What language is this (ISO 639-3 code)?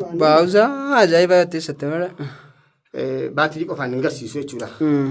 orm